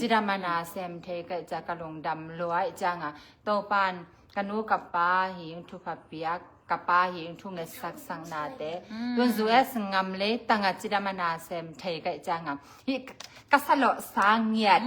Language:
Tedim Chin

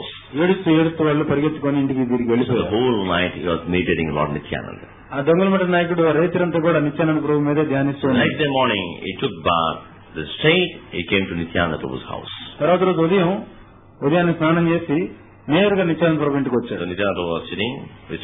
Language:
Telugu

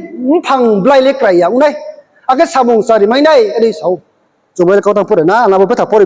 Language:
Riang (India)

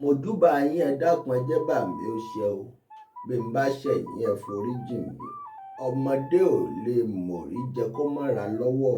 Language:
Yoruba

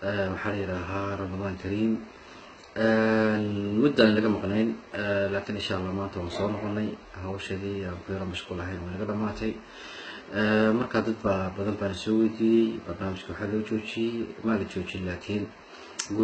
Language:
Somali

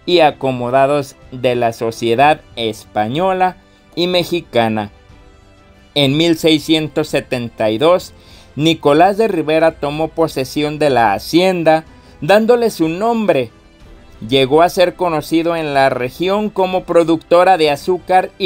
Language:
Spanish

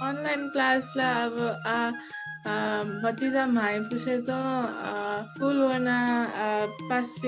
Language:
Newari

